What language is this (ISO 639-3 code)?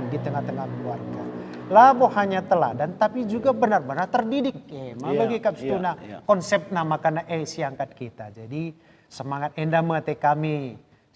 btx